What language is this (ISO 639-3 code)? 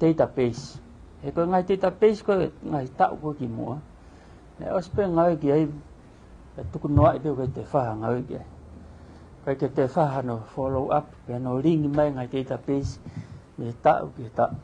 ton